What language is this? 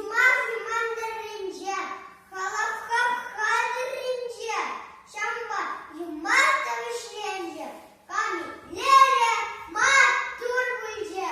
Chuvash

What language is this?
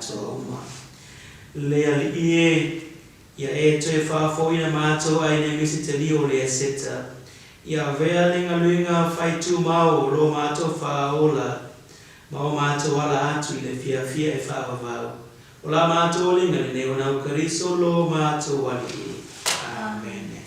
Samoan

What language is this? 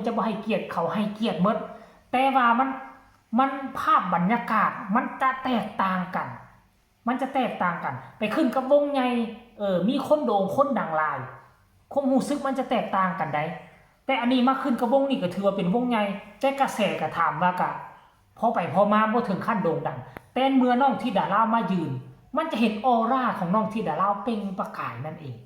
Northeastern Thai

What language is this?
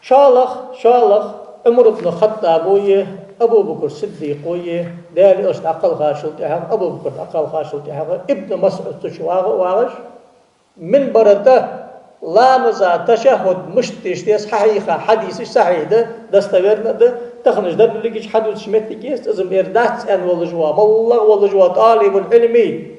Ingush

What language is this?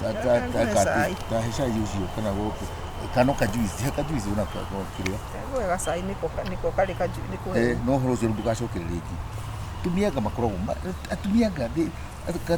Kikuyu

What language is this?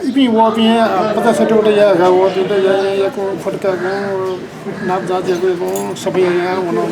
Newari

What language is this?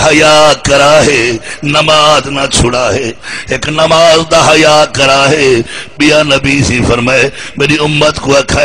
Saraiki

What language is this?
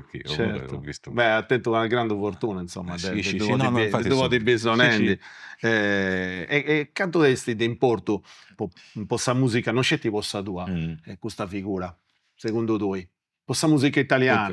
Sardinian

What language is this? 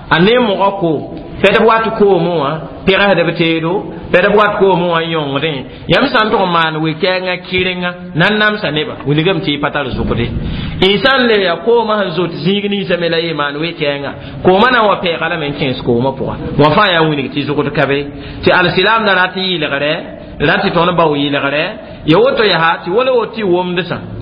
Mossi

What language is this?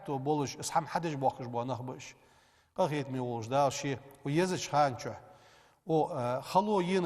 Ingush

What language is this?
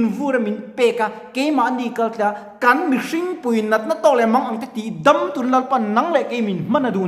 Mizo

